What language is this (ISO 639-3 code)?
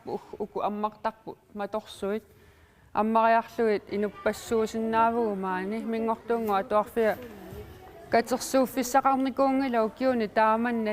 kal